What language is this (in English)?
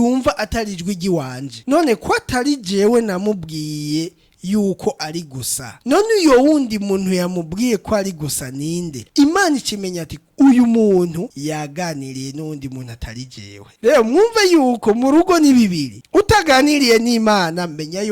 Rundi